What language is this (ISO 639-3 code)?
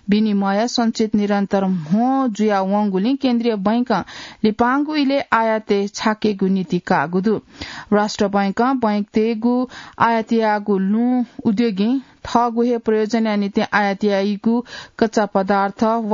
new